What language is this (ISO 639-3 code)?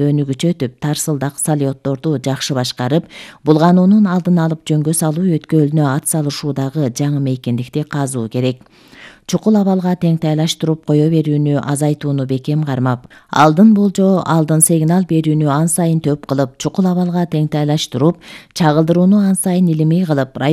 kir